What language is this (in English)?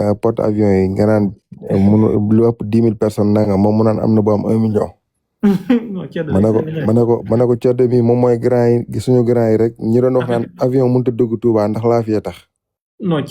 Wolof